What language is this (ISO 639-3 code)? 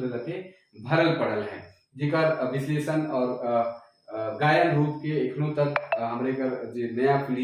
sck